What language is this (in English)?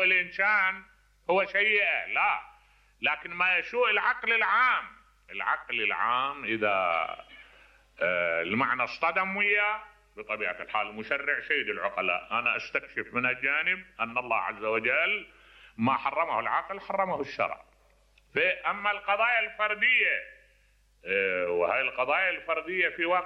Mesopotamian Arabic